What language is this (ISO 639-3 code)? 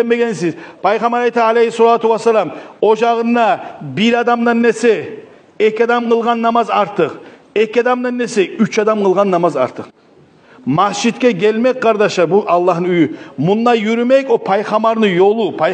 kum